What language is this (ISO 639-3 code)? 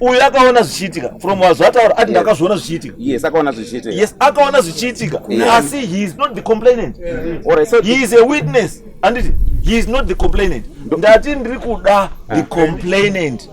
sna